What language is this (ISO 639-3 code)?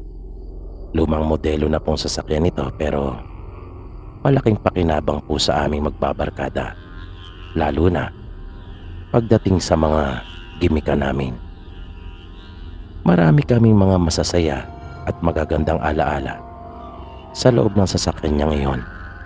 fil